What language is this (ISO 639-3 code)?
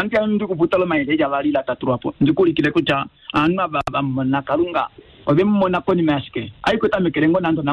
kua